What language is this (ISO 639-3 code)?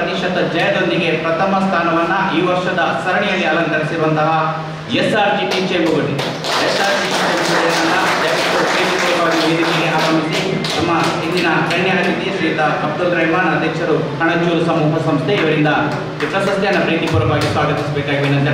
kan